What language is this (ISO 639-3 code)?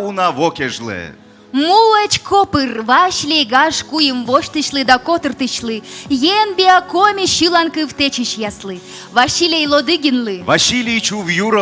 kom